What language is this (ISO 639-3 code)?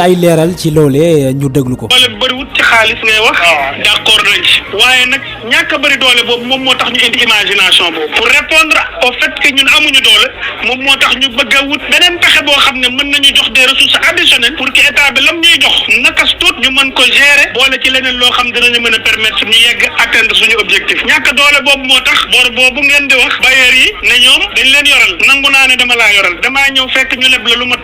wol